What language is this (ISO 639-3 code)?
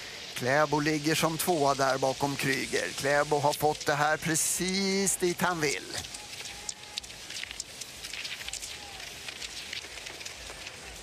swe